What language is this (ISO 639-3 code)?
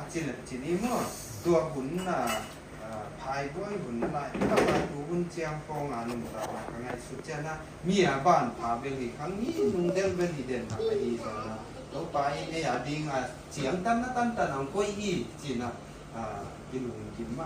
ctd